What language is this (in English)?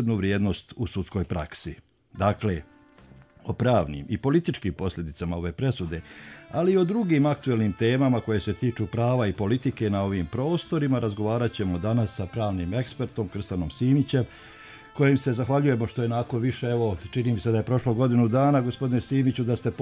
Bosnian